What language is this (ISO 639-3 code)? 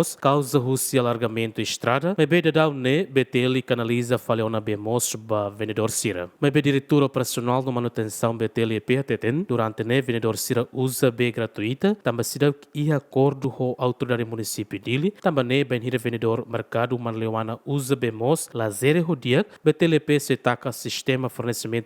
tet